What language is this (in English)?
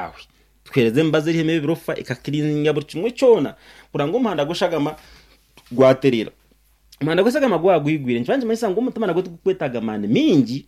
Nyankole